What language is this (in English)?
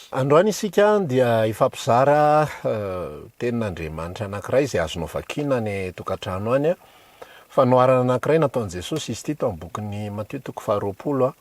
Malagasy